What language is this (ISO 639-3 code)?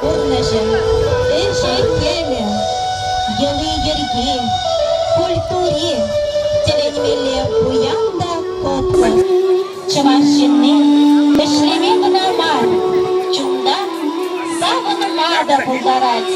chv